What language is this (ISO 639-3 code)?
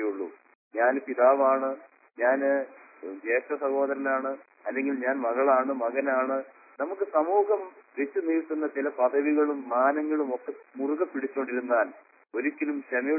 mal